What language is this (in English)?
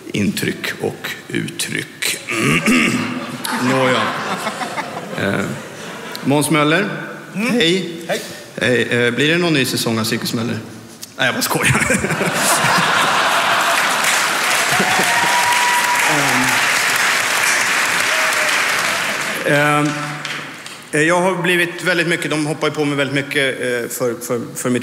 Swedish